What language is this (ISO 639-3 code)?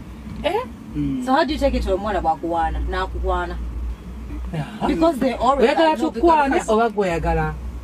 lug